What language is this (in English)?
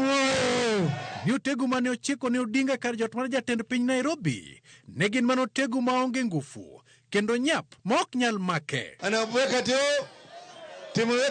Luo (Kenya and Tanzania)